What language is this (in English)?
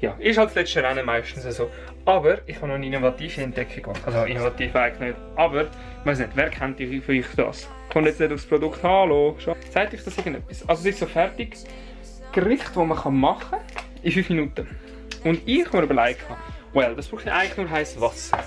Swiss German